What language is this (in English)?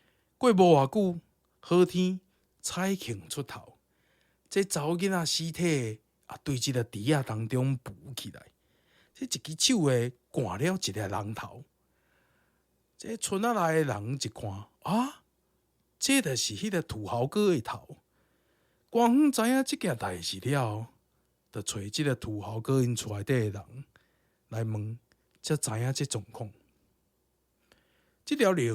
Min Nan Chinese